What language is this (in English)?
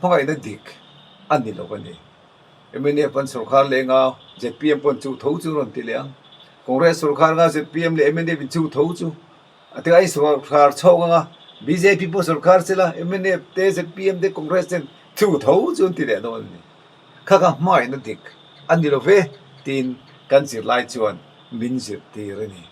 Mizo